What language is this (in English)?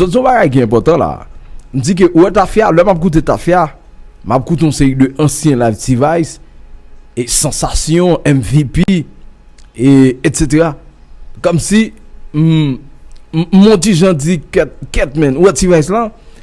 Haitian Creole